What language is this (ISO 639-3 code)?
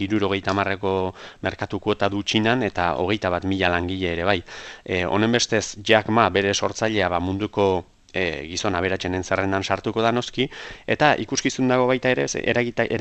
eus